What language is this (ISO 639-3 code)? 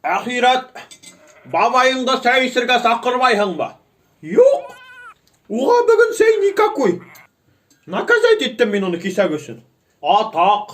bak